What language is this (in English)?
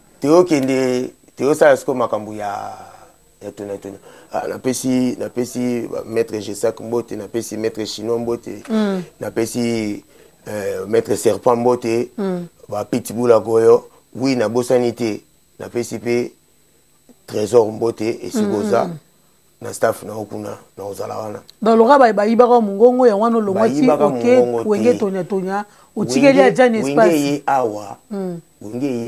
Lingala